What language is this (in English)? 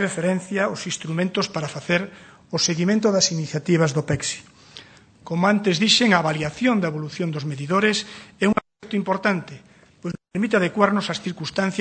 Galician